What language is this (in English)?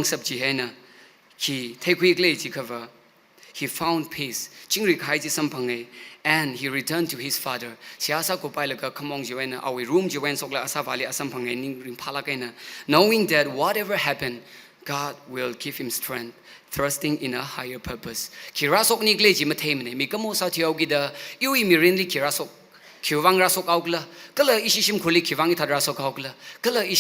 Tangkhul Naga (India)